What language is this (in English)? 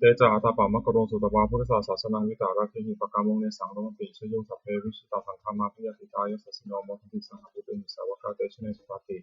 Pali